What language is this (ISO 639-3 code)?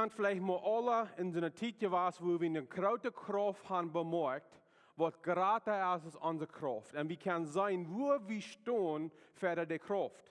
pdt